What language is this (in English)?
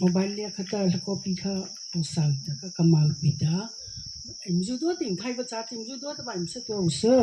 Mara Chin